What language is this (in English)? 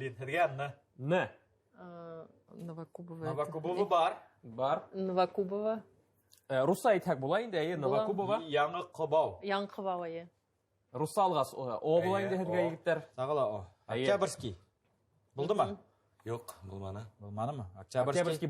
Bashkir